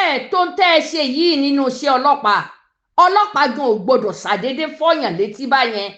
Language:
Yoruba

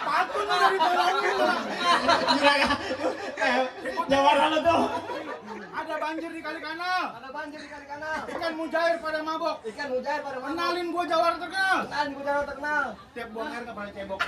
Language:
Betawi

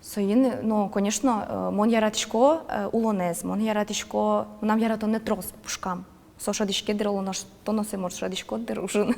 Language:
Udmurt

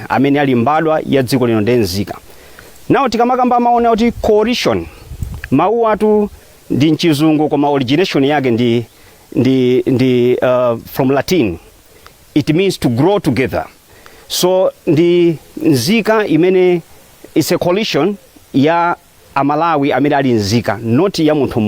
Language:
Nyanja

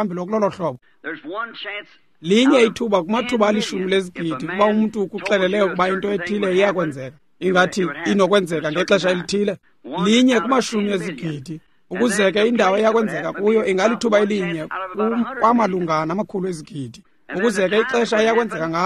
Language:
Xhosa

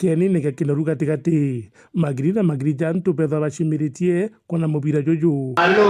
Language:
Meru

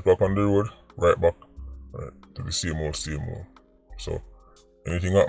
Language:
Jamaican Creole English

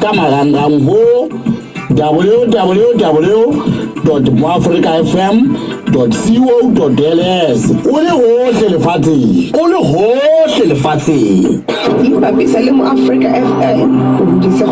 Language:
Southern Sotho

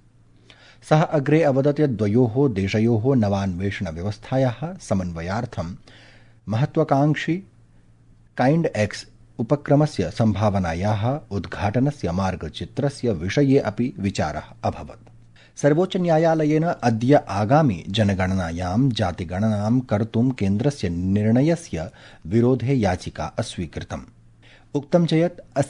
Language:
Sanskrit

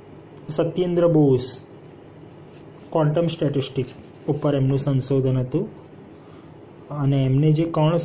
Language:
Gujarati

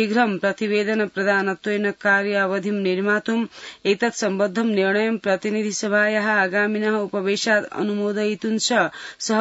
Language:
Sanskrit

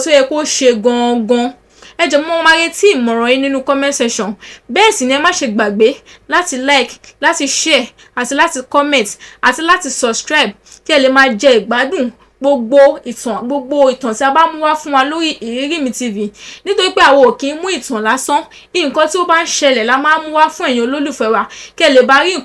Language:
Yoruba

